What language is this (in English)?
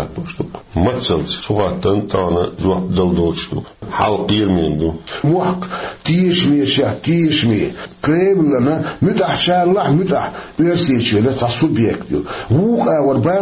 Chechen